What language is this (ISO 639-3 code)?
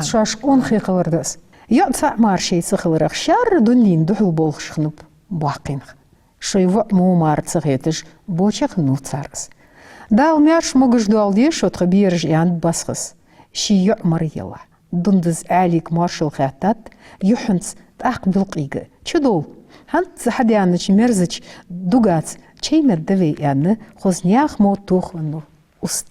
inh